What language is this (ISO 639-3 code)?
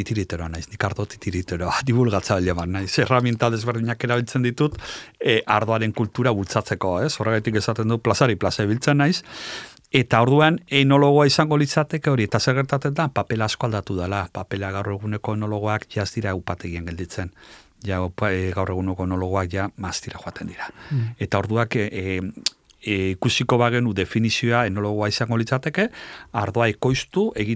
eus